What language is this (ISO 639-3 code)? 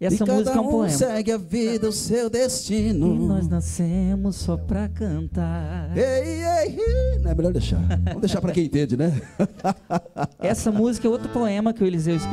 por